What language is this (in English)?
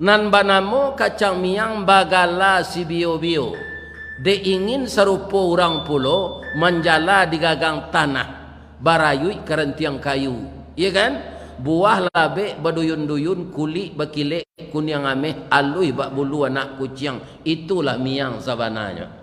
Minangkabau